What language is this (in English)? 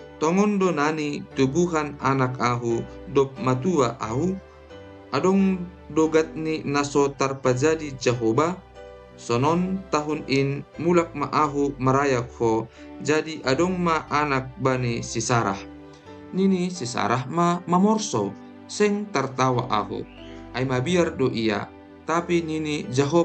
Batak Simalungun